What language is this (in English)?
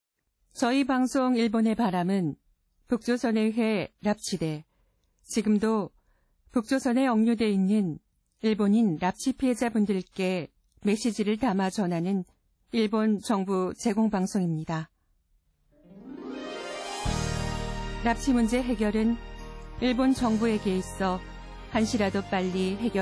Korean